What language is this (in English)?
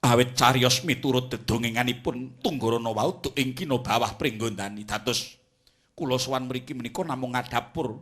Javanese